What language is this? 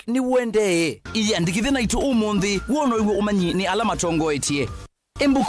Kamba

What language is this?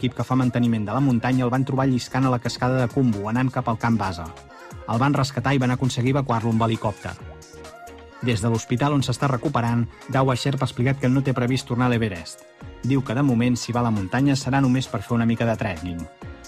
Catalan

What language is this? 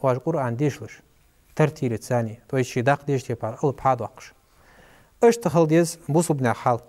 Ingush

